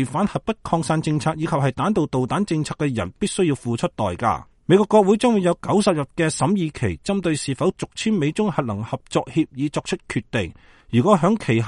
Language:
Cantonese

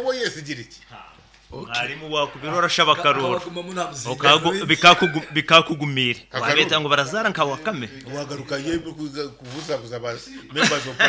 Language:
Nyoro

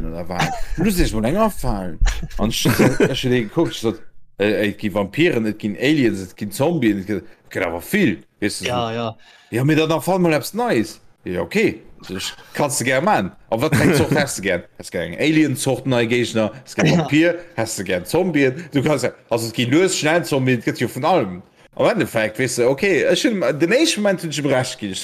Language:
Luxembourgish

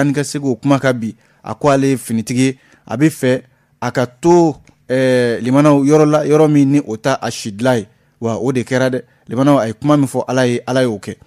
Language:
Bambara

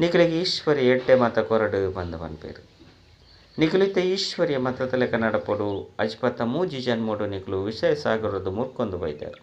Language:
Tulu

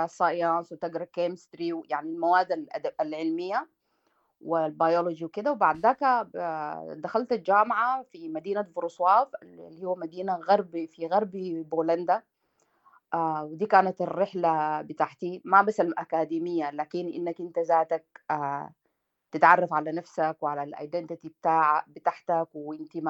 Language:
Sudanese Arabic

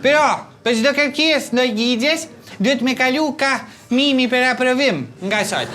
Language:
Albanian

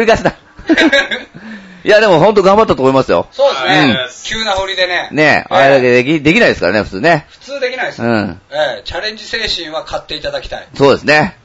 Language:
Japanese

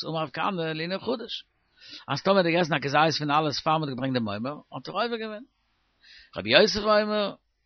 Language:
Yiddish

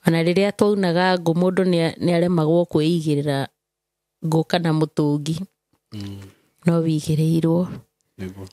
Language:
Kikuyu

